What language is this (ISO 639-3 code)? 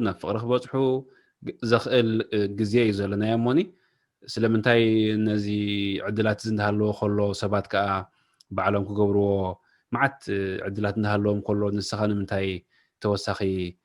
tir